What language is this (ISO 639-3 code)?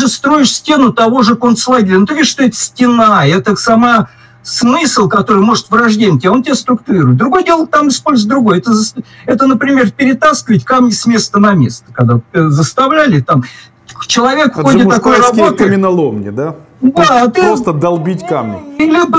rus